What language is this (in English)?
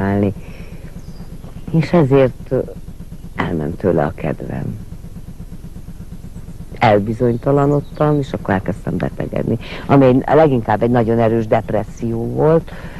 Hungarian